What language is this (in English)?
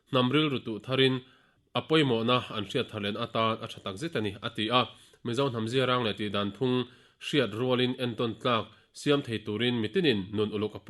Mizo